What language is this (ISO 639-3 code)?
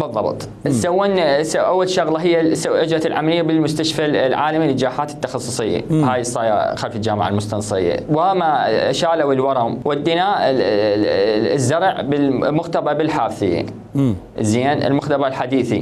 acm